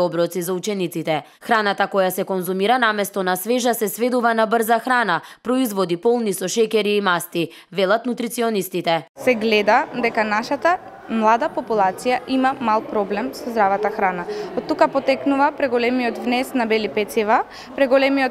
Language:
Macedonian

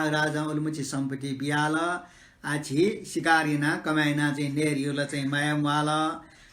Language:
Newari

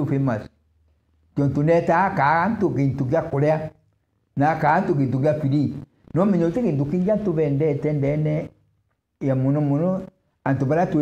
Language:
Meru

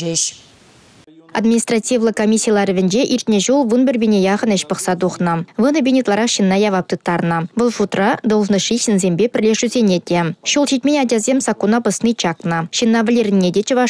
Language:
Chuvash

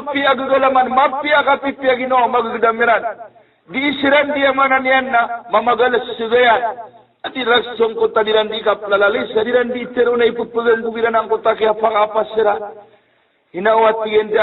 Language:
Maranao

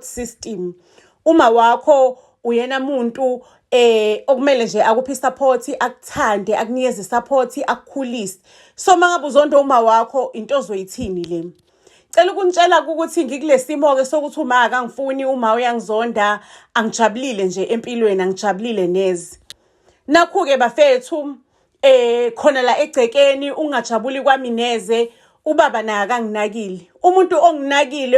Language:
Zulu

